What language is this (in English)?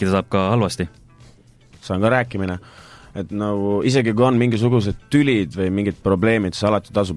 Estonian